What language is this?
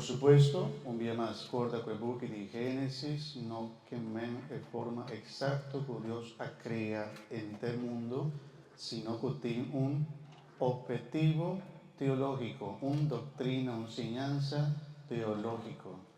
Papiamento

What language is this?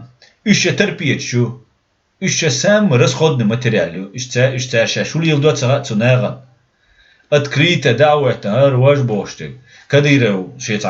Chechen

